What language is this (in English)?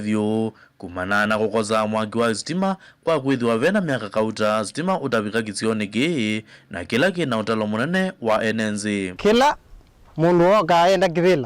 Kamba